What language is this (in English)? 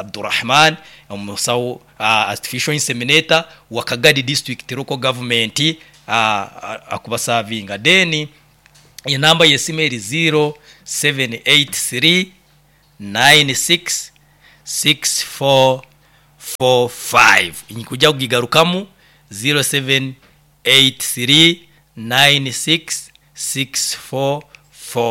Nyoro